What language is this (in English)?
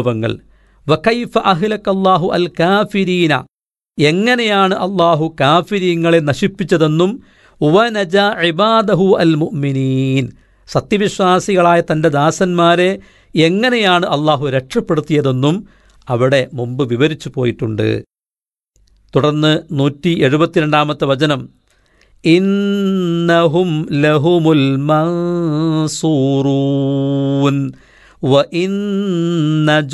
Malayalam